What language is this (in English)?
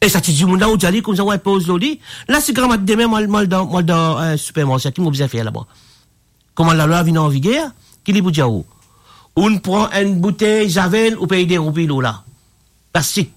Morisyen